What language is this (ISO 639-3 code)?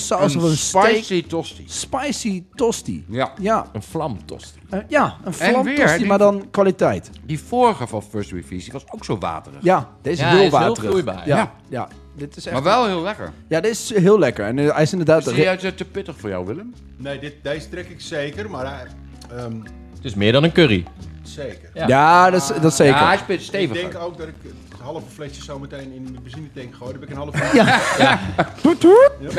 nld